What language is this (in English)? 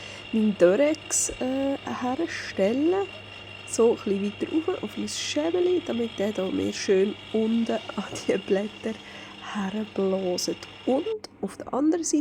Swiss German